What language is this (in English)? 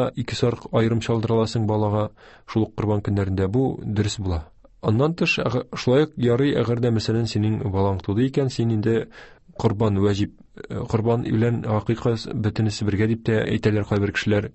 Tatar